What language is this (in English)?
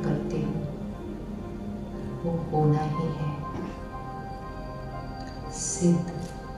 Hindi